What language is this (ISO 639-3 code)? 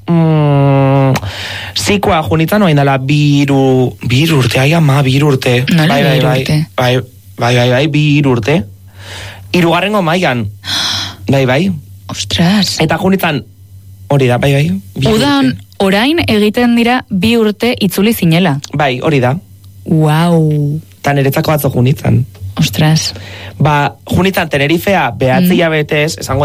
eus